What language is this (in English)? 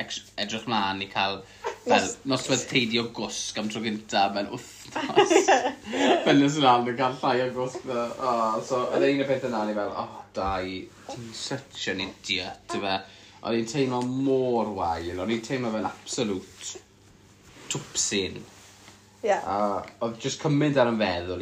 Welsh